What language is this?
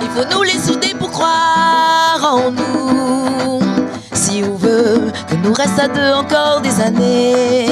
Réunion Creole French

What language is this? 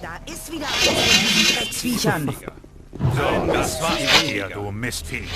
Bavarian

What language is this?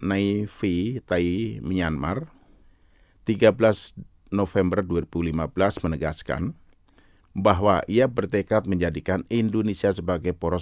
Indonesian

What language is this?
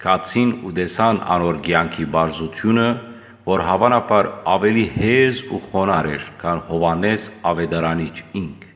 Western Armenian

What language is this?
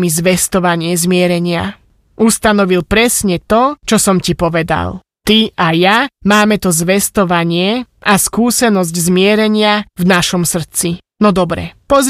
Slovak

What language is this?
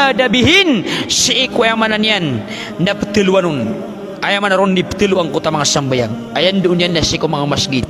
Maranao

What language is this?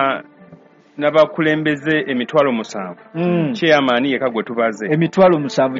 Ganda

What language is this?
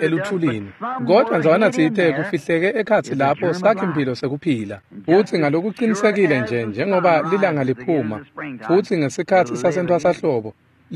Swati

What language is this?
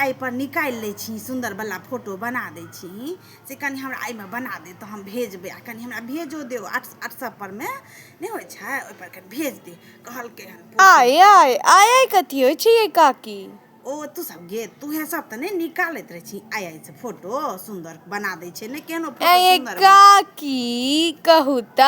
Maithili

